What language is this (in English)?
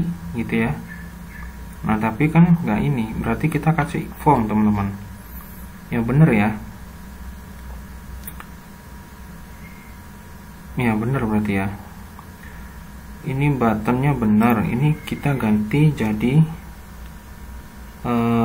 Indonesian